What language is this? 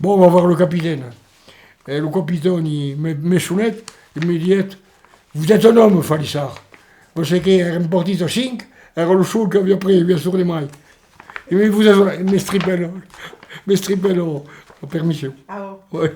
Occitan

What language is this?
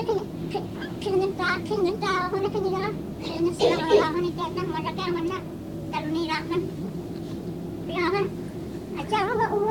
Filipino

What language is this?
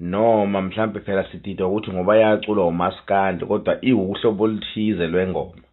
Zulu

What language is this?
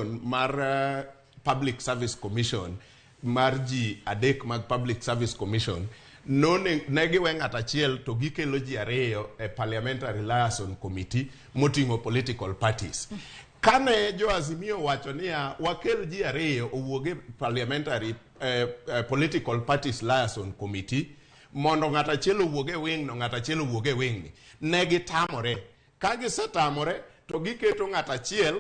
Luo (Kenya and Tanzania)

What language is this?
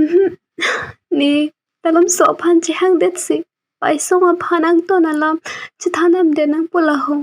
Karbi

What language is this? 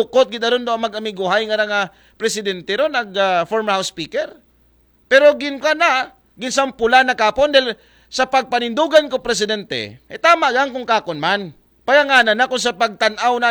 Aklanon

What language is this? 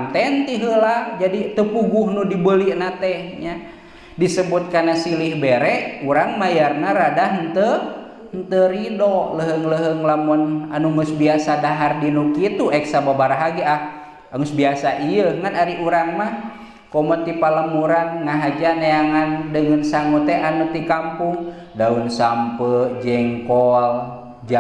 Sundanese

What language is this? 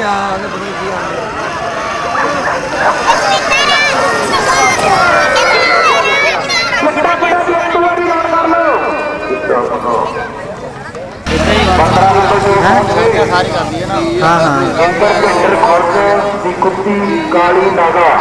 Punjabi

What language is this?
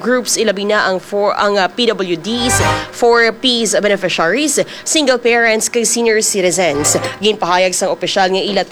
Hiligaynon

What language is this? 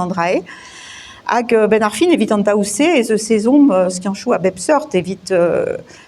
Breton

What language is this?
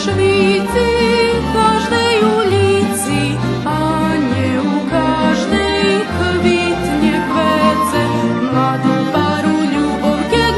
Rusyn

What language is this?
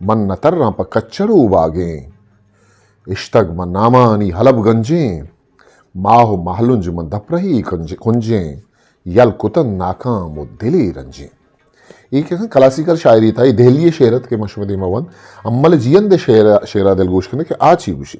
Eastern Balochi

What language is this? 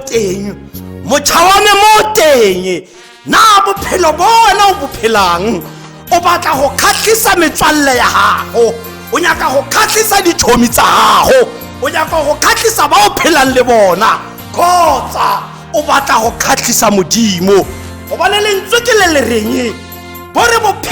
Tswana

